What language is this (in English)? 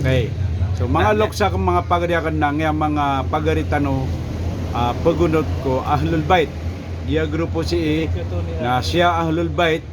Maranao